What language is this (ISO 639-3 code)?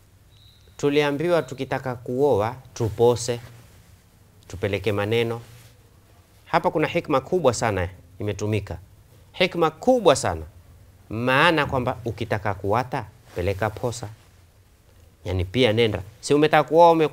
swa